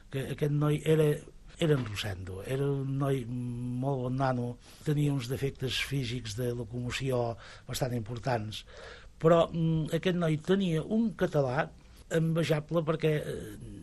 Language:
Catalan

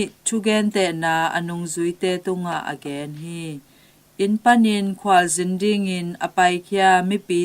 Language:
Tedim Chin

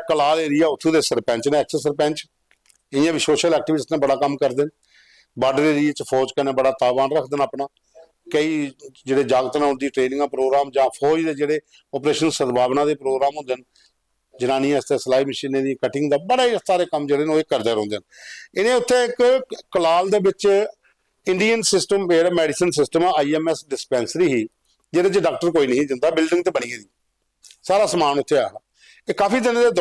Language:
Dogri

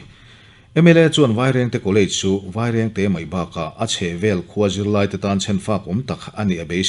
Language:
Mizo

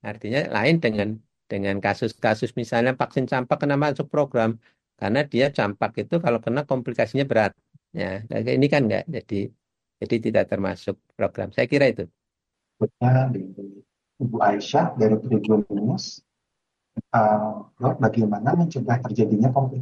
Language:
Indonesian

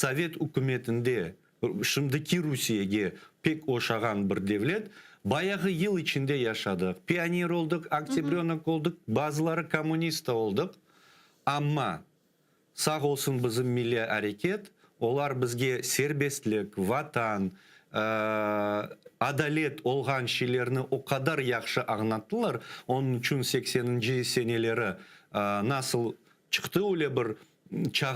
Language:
Crimean Tatar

